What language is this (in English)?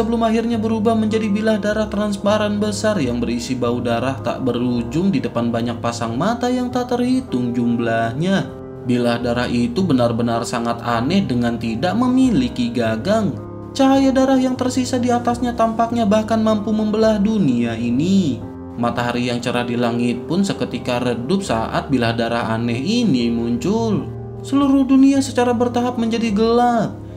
Indonesian